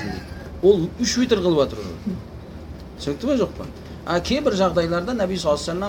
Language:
Kazakh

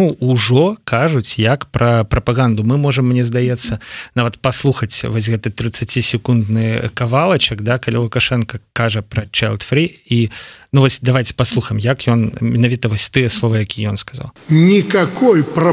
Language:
Belarusian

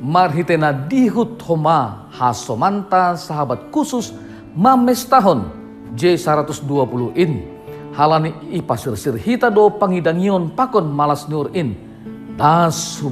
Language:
Batak Simalungun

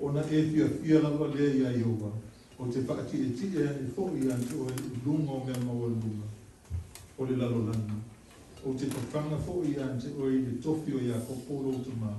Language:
Samoan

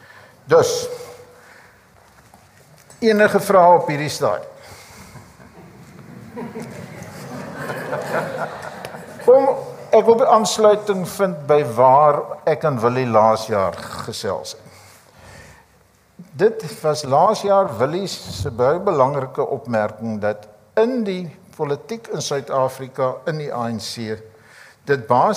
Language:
Afrikaans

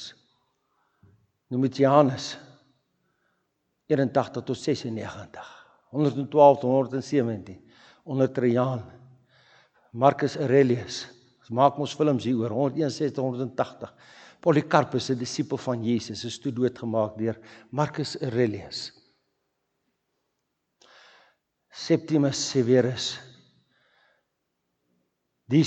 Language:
Afrikaans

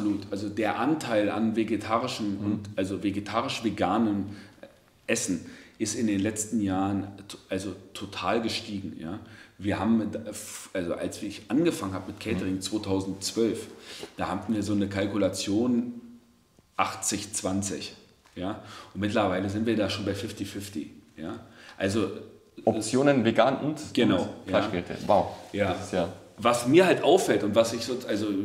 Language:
German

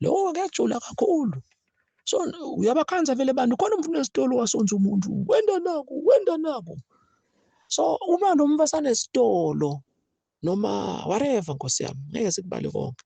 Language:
Zulu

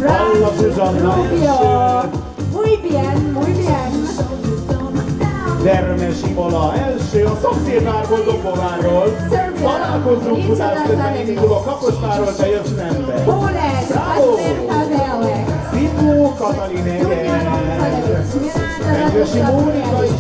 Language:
Hungarian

